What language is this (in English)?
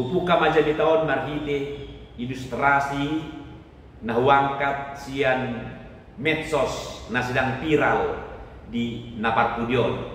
Batak Toba